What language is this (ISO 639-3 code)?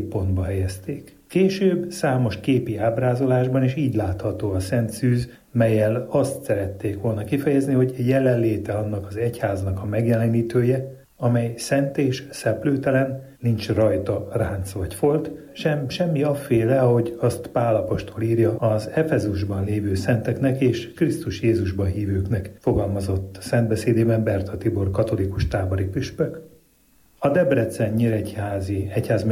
hun